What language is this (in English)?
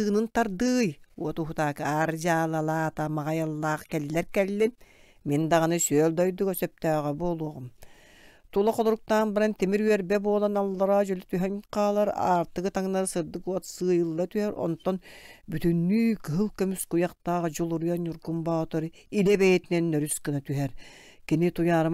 Yakut